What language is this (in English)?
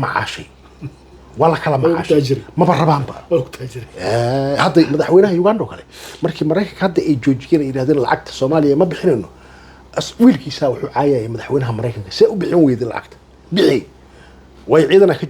Somali